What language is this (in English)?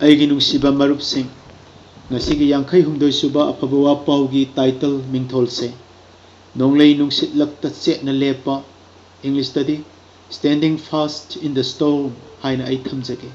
Manipuri